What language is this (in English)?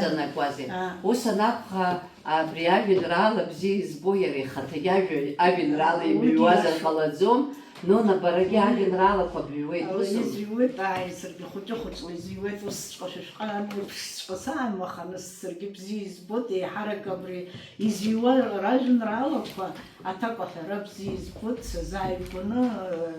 Abkhazian